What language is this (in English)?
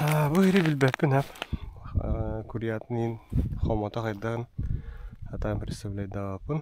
Yakut